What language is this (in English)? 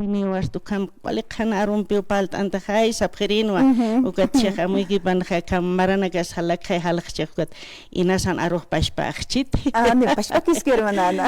Aymara